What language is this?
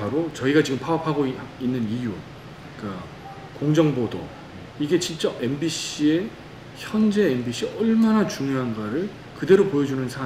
Korean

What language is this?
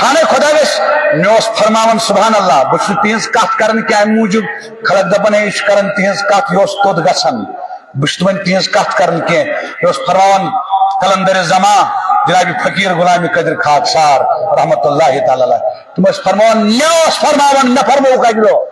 Kashmiri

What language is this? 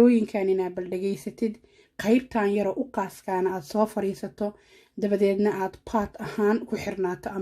Somali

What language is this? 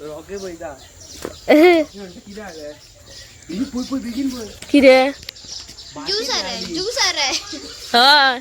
Konkani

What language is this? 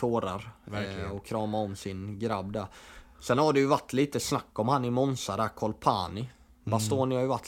Swedish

